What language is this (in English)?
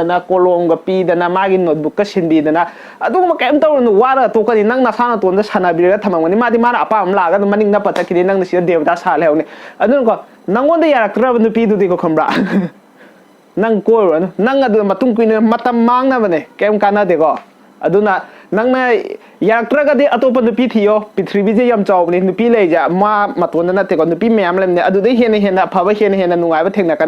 Manipuri